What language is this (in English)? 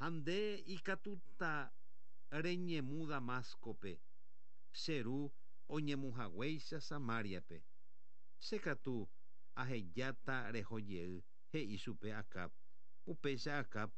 Guarani